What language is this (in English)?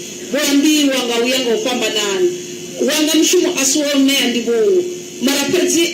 Venda